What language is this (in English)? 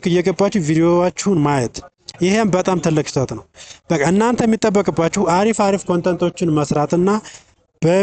Amharic